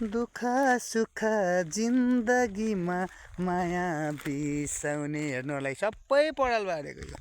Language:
Nepali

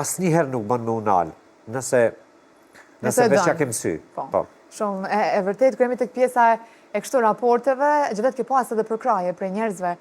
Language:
Albanian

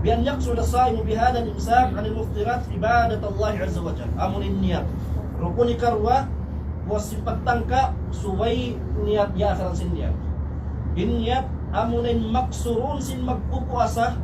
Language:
Tausug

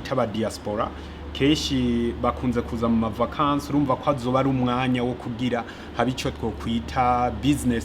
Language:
Rundi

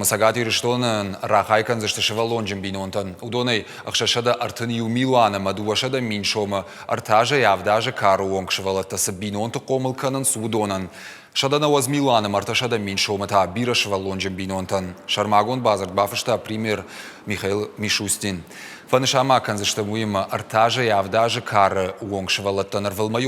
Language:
Ossetic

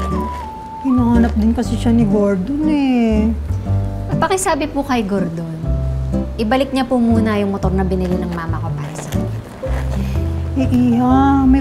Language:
Filipino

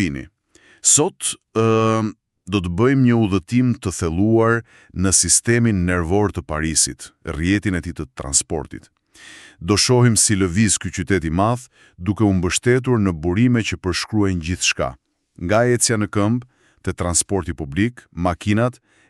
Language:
Albanian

